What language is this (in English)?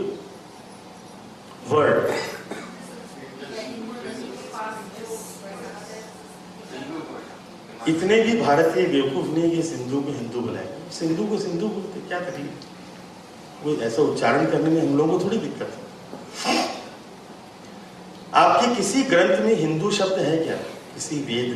Hindi